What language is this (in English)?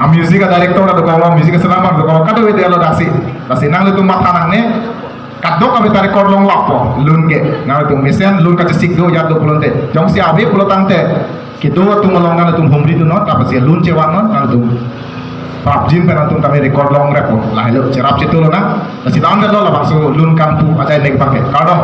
Karbi